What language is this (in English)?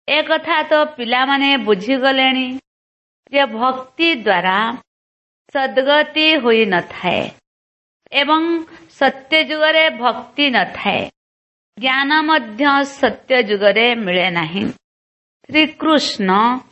Odia